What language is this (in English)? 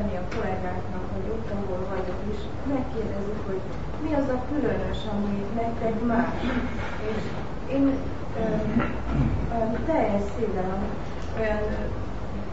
Hungarian